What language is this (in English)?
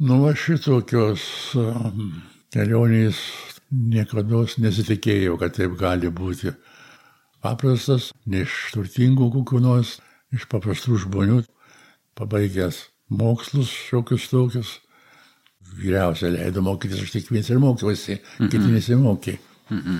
Lithuanian